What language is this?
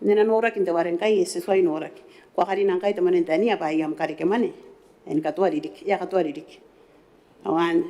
Gilbertese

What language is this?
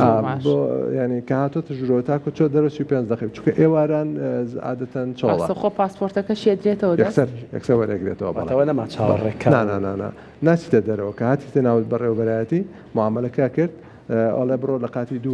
Central Kurdish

